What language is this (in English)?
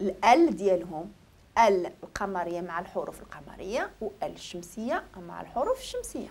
Moroccan Arabic